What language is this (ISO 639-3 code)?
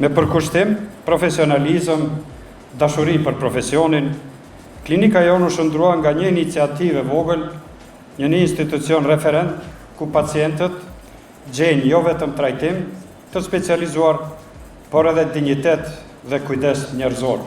sqi